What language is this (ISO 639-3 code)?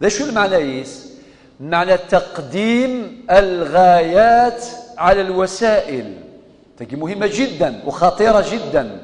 kab